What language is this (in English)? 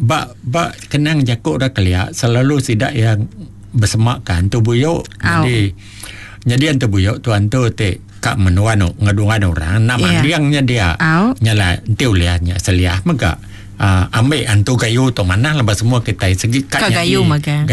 Iban